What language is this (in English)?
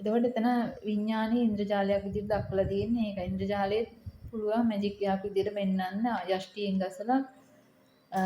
Sinhala